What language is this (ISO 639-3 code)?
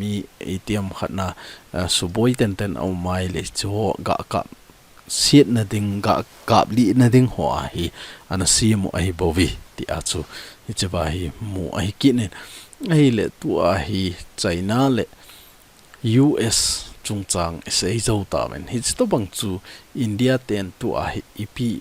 tcz